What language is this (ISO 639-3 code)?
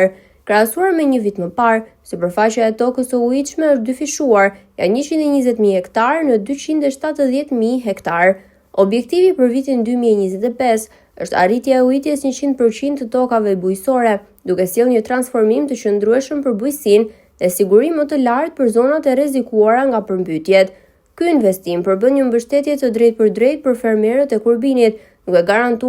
sqi